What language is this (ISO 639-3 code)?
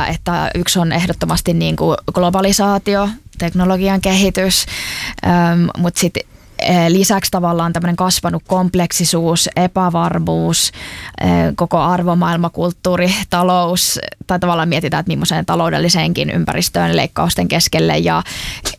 fin